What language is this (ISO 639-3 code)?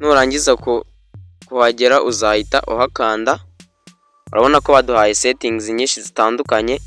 kin